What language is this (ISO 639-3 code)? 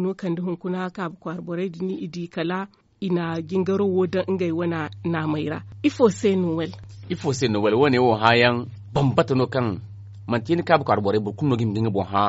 dje